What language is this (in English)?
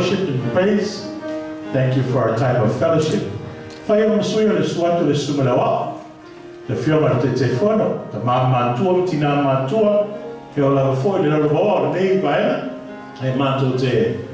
Samoan